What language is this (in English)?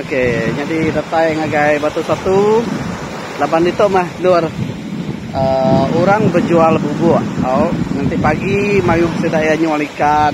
Iban